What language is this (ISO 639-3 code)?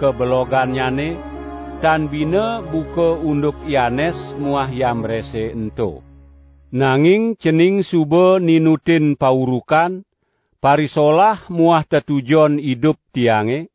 ban